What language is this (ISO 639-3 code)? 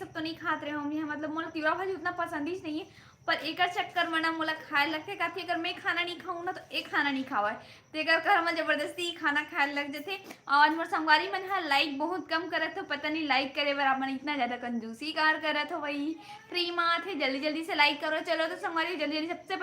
hne